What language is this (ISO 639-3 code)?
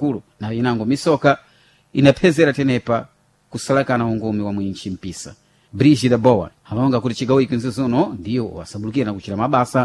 seh